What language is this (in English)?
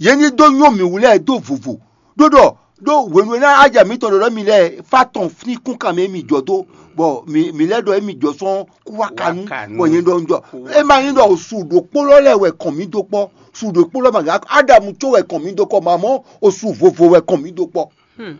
Fon